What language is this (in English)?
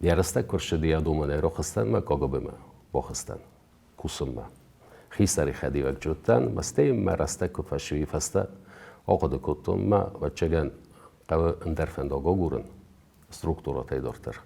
Ossetic